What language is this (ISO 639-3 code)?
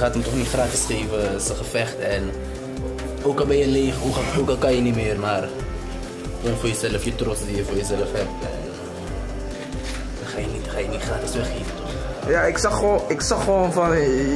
nld